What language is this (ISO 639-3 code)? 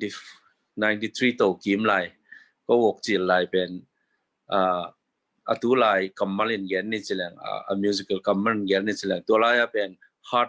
ctd